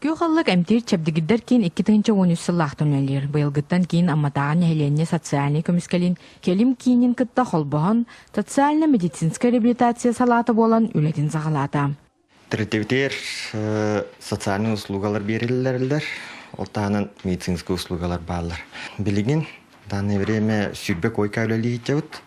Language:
Yakut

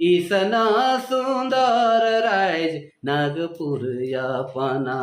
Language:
Sadri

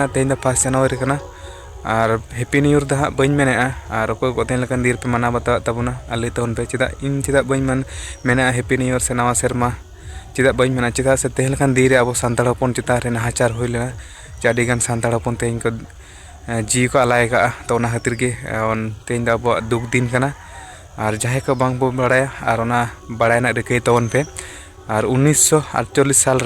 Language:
Santali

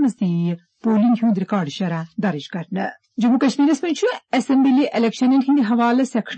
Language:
Kashmiri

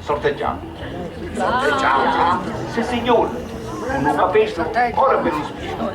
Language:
Sicilian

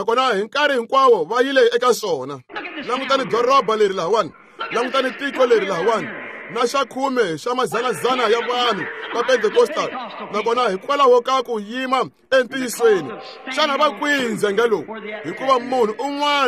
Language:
Tsonga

